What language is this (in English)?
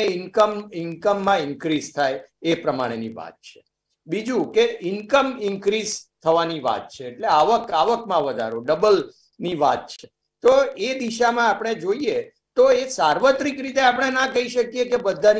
Gujarati